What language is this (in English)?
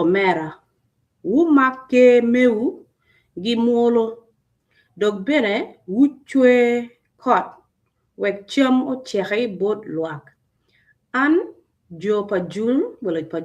Acoli